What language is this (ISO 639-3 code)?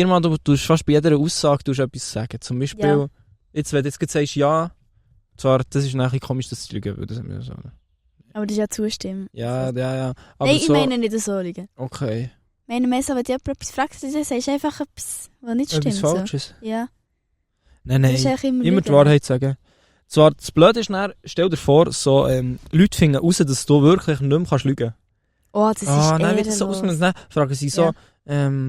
gsw